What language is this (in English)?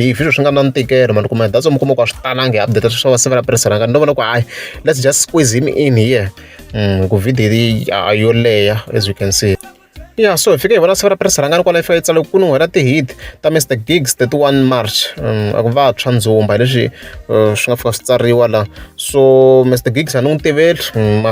Tsonga